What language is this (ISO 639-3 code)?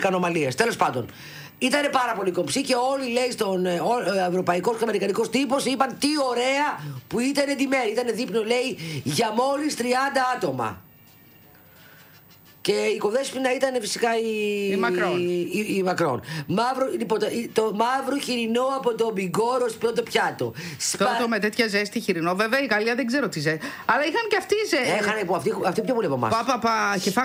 ell